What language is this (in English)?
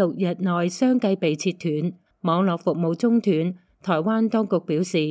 Cantonese